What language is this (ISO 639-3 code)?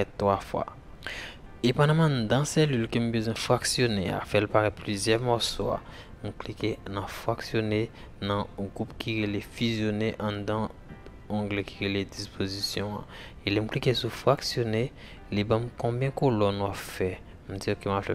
hat